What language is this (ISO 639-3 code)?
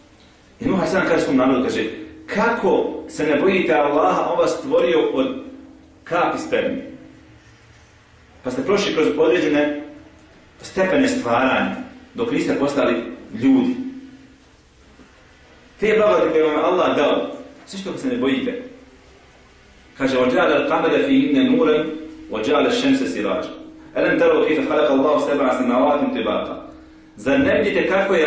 bos